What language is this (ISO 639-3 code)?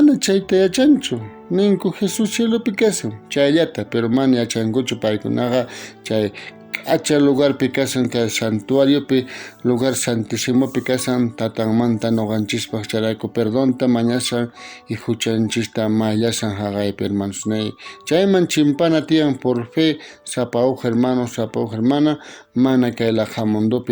quh